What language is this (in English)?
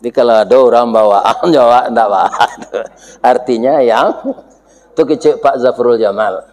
Minangkabau